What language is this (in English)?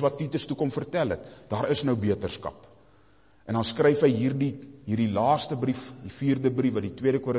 Afrikaans